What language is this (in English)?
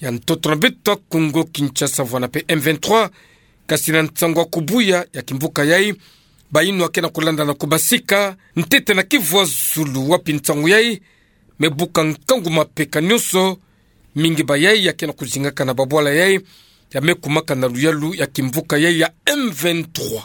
Kituba (Democratic Republic of Congo)